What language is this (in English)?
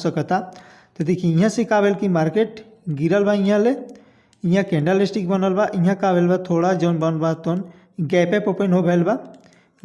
Bhojpuri